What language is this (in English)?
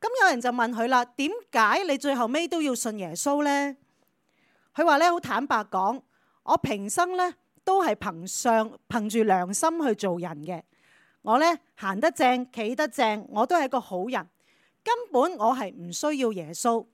Cantonese